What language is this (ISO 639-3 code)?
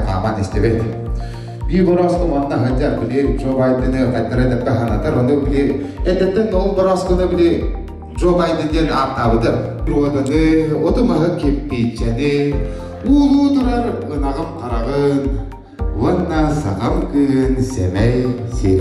sah